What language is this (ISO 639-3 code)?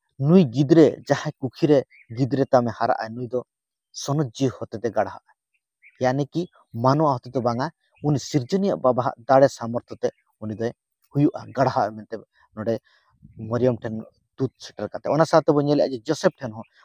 sat